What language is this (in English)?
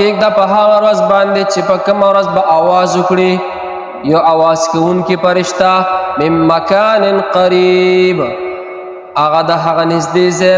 Pashto